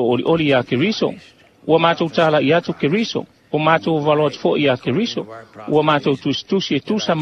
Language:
Samoan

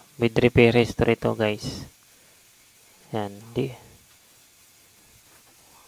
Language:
Filipino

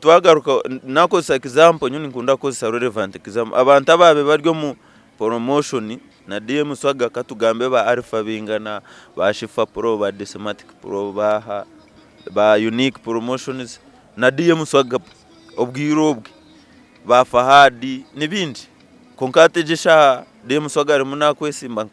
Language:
Nyankole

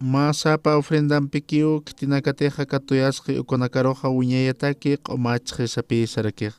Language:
Aymara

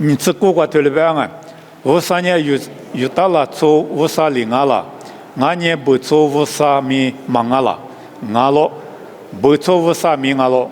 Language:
Lisu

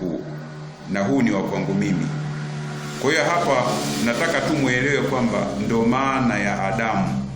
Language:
Swahili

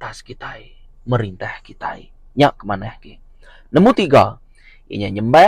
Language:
Iban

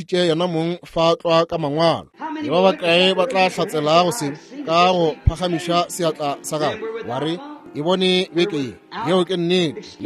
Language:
Northern Sotho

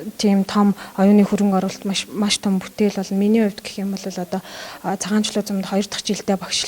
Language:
Mongolian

